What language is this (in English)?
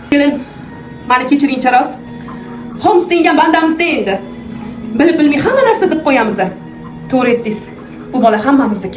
Uzbek